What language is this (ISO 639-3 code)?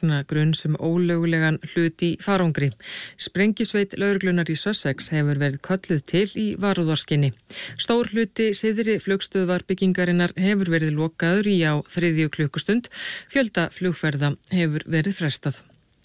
isl